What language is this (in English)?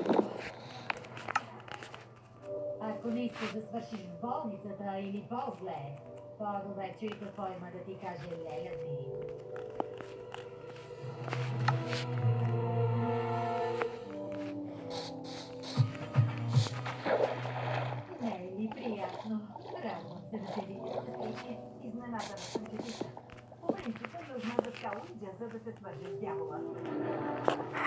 Bulgarian